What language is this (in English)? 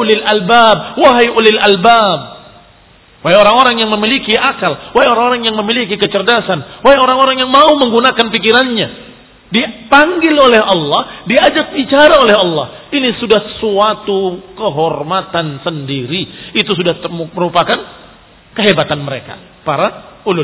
Indonesian